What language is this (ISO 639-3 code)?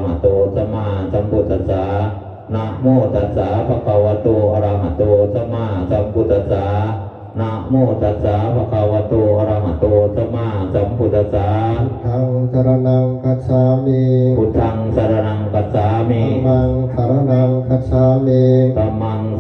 pli